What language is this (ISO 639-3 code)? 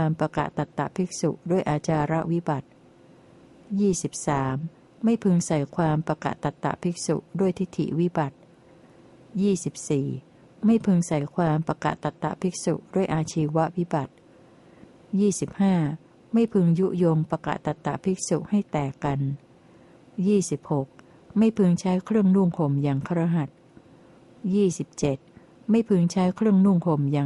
tha